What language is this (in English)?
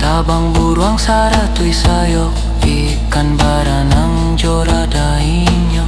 Minangkabau